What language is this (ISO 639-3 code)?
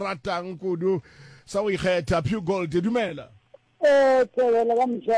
nso